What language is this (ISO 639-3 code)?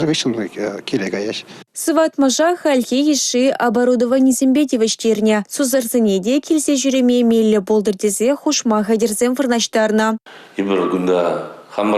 chv